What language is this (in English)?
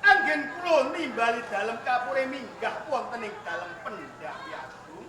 Javanese